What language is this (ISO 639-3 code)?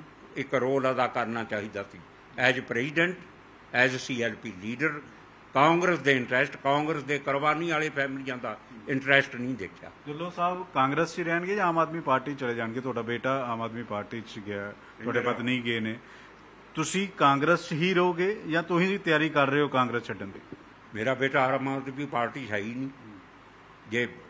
pan